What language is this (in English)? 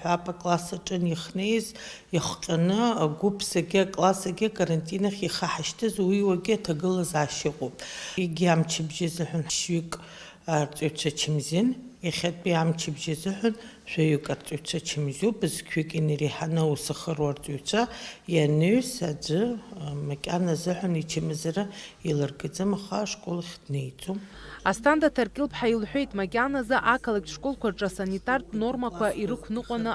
Abkhazian